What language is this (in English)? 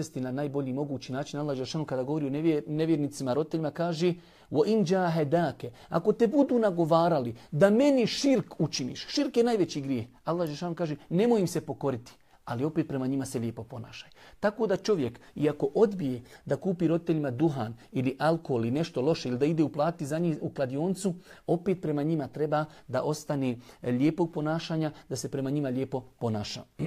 Bosnian